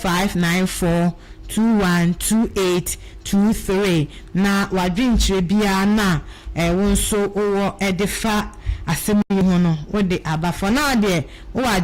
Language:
Akan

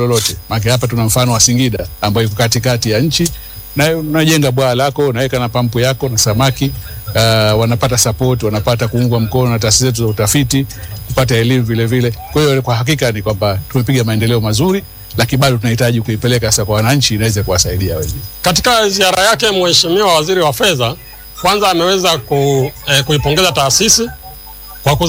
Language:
Swahili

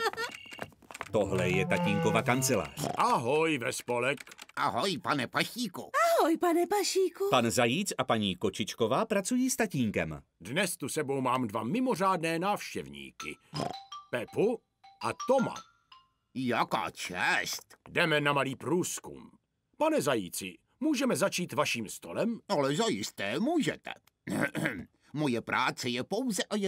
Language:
Czech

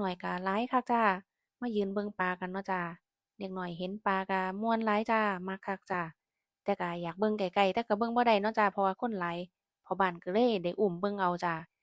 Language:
Northeastern Thai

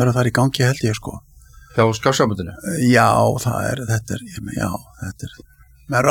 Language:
Icelandic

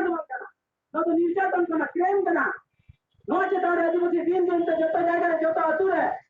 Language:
Santali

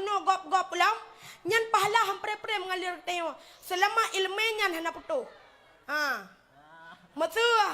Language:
Achinese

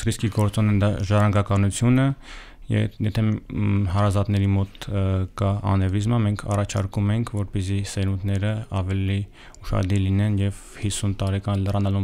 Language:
Armenian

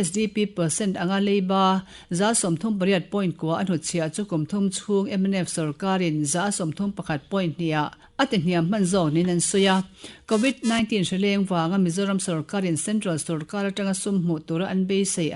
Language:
Mizo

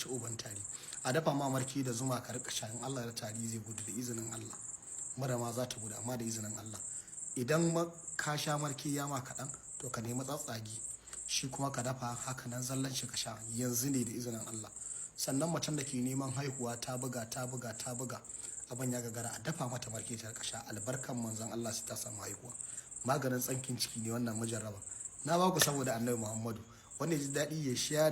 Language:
Hausa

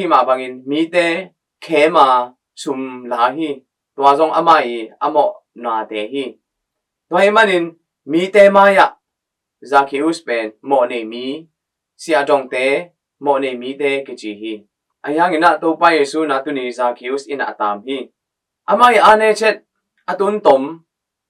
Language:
Tedim Chin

